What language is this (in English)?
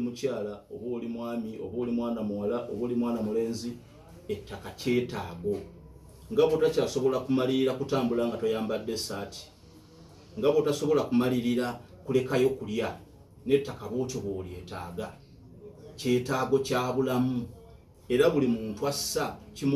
Ganda